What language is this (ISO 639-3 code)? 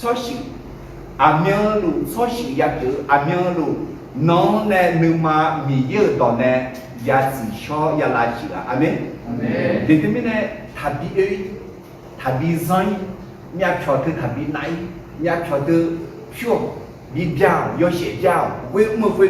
ahk